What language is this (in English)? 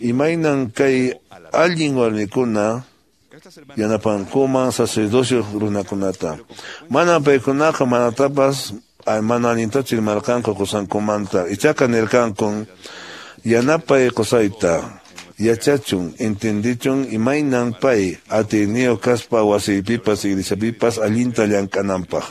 Quechua